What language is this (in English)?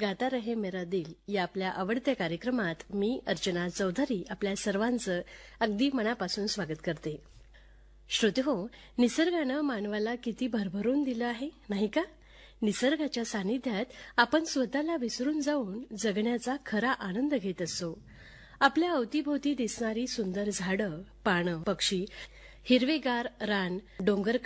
Marathi